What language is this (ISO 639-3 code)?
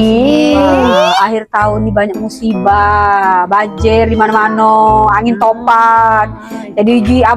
mui